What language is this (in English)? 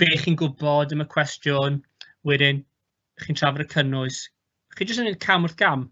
Welsh